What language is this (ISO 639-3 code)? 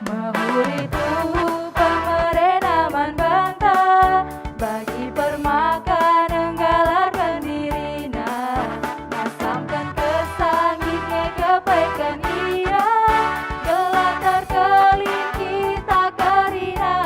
btx